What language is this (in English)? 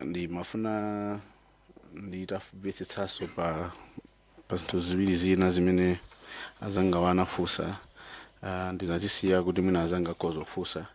Nyanja